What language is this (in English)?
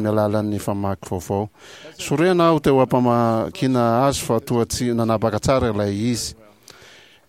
Malagasy